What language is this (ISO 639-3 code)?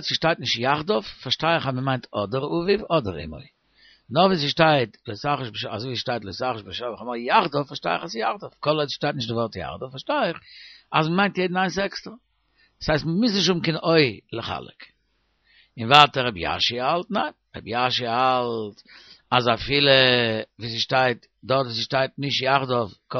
yid